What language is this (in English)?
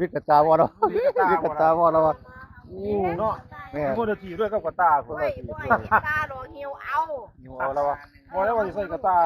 Northeastern Thai